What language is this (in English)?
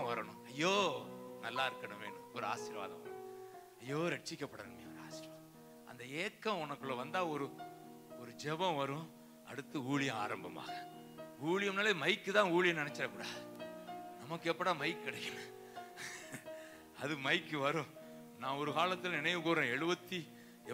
Tamil